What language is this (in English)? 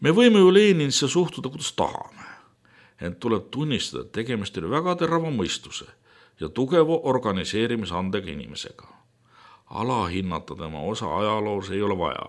Estonian